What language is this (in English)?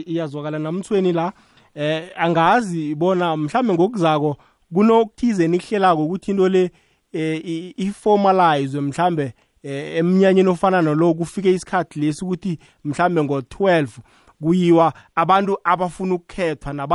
South Ndebele